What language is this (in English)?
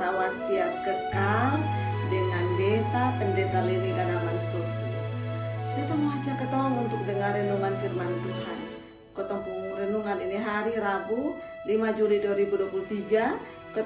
Kupang Malay